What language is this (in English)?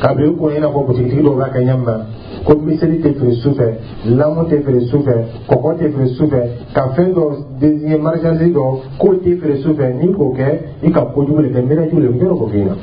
Dyula